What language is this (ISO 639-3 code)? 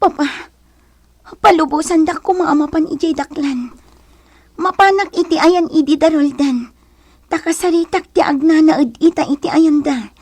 ilo